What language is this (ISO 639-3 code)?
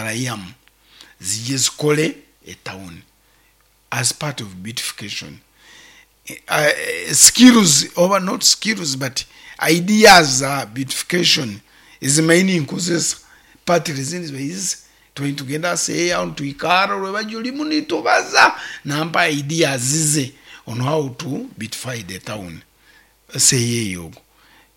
nyo